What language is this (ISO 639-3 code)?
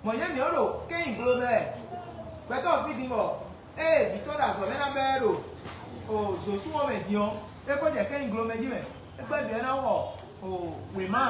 fon